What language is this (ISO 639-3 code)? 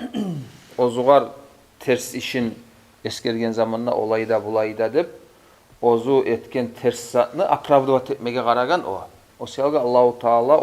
kum